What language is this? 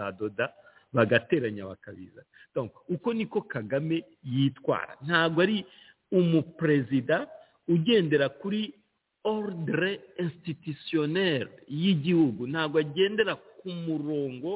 Kinyarwanda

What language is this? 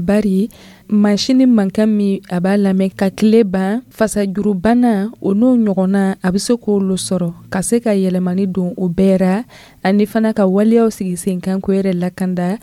Dyula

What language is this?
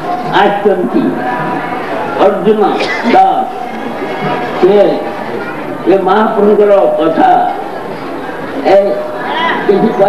Odia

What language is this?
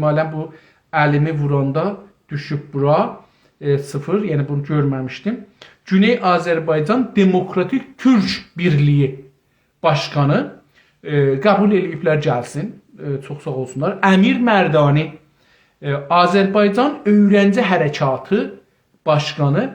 South Azerbaijani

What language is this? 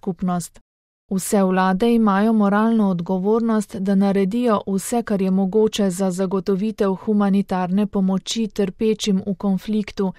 Slovenian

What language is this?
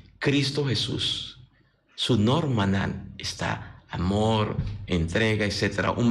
Papiamento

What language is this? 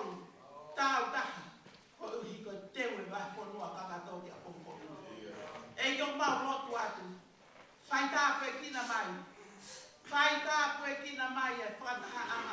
Tongan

